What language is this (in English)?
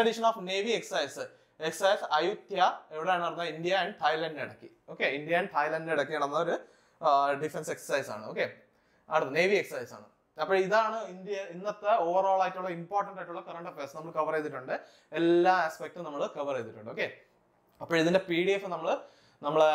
Malayalam